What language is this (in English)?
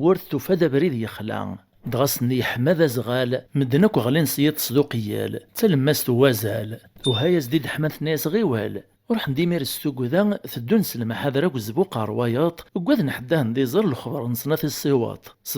Kabyle